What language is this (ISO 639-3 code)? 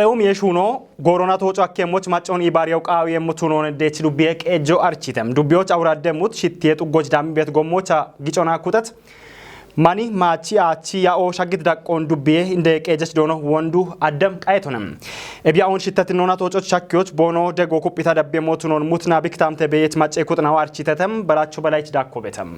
kbr